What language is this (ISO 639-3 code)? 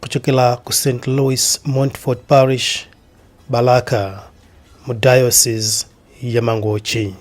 nya